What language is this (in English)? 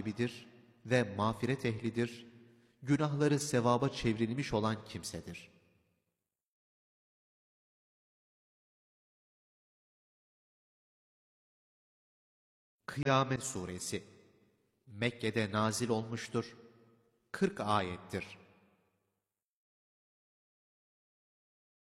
Turkish